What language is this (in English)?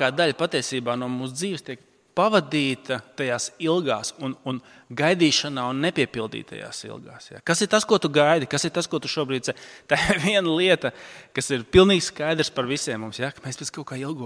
Latvian